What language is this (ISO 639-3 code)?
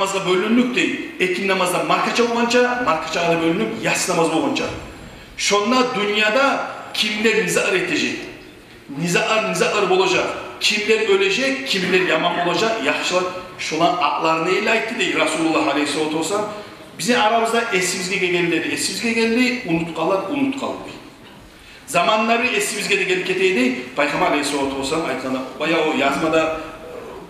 kum